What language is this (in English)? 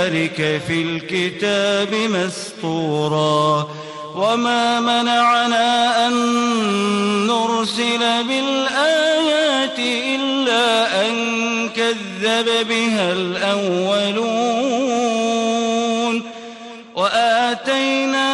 Arabic